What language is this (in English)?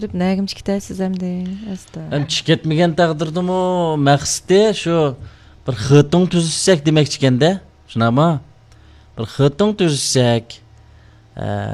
Uyghur